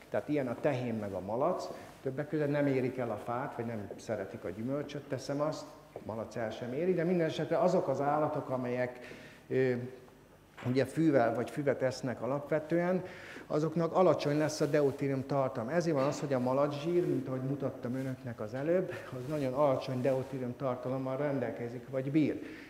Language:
Hungarian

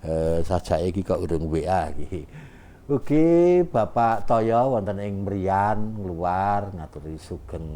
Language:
Javanese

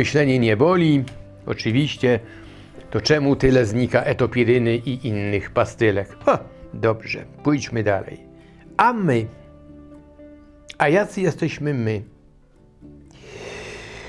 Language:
Polish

